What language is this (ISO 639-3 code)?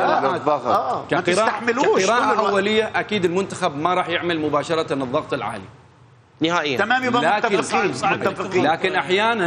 acm